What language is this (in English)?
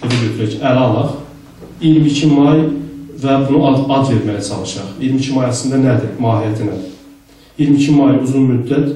South Azerbaijani